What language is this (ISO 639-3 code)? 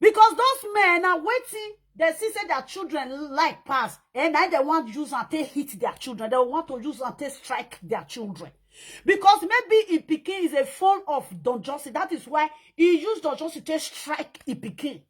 pcm